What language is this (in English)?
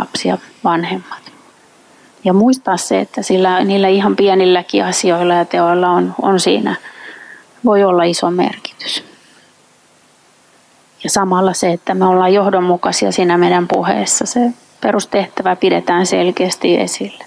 Finnish